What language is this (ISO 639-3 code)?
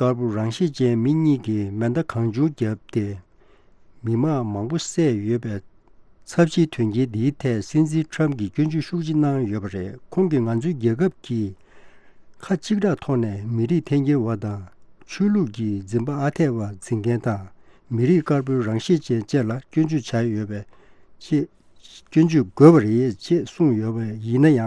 bod